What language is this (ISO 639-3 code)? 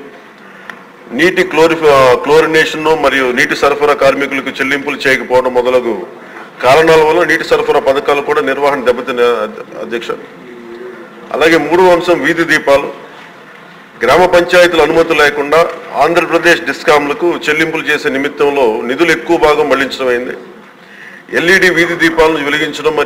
tel